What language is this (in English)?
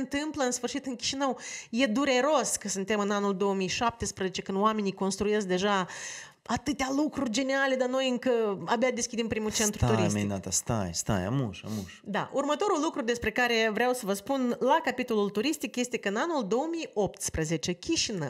Romanian